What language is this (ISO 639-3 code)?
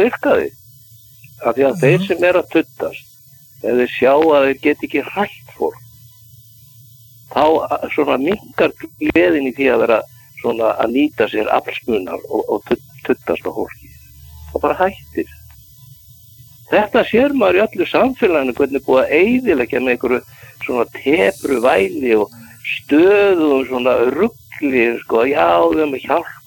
isl